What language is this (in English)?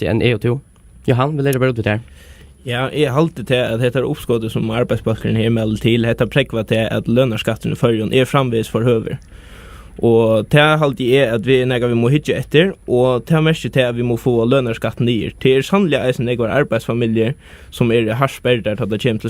Faroese